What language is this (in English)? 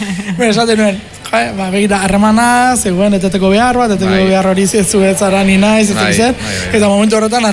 Basque